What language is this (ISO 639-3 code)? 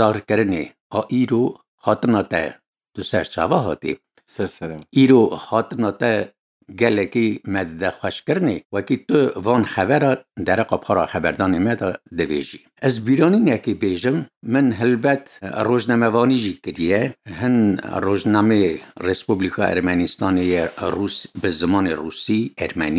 kur